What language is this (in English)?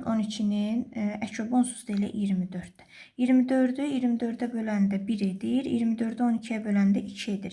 Azerbaijani